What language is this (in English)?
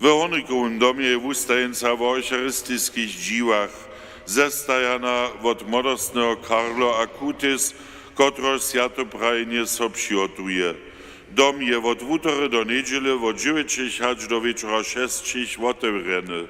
Upper Sorbian